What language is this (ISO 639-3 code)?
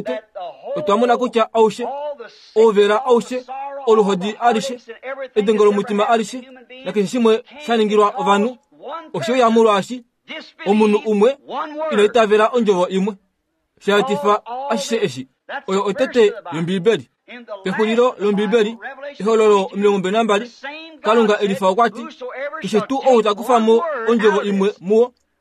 kua